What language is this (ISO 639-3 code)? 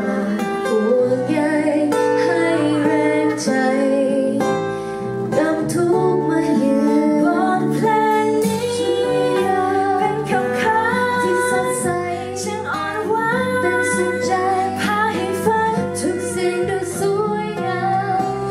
tha